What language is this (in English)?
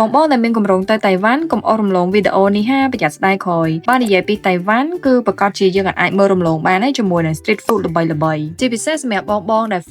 Khmer